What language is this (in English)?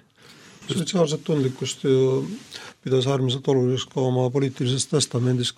Estonian